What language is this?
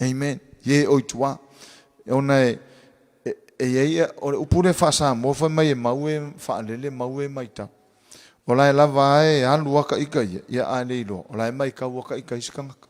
Samoan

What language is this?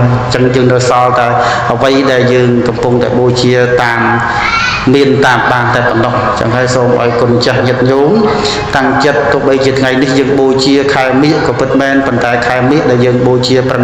Khmer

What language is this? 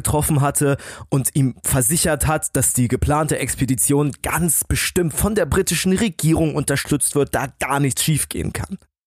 German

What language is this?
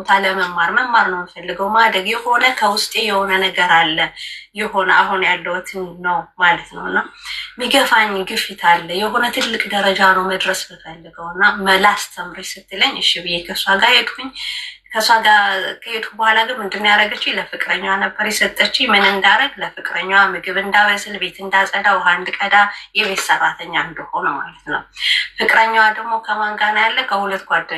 Amharic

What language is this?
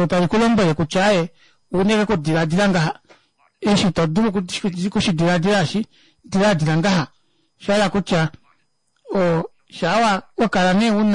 Kuanyama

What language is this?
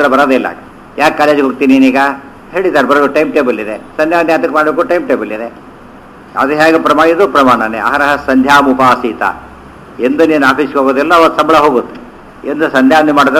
Kannada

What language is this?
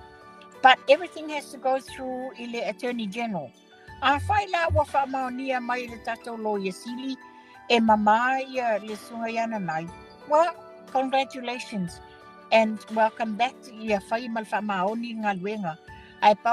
Samoan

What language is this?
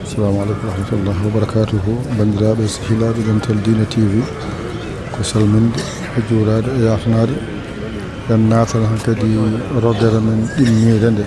Fula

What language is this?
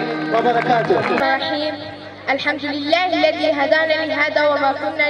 Arabic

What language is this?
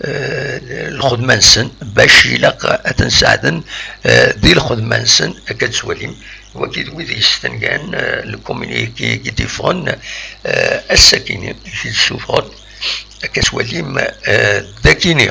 Kabyle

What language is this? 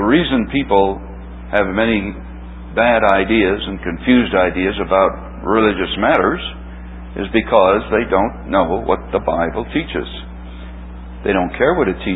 English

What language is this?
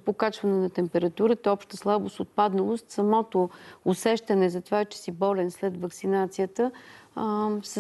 Bulgarian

